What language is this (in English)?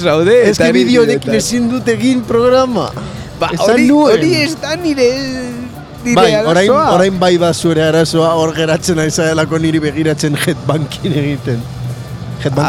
Basque